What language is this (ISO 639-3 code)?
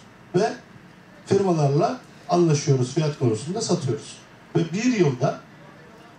tur